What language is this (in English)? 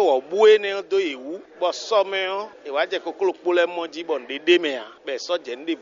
Fon